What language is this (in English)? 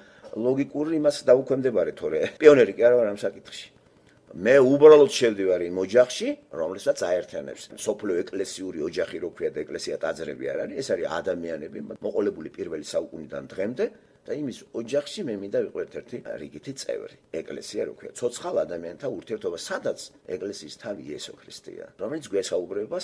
Georgian